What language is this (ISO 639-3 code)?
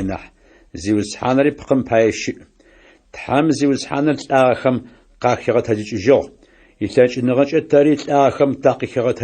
ady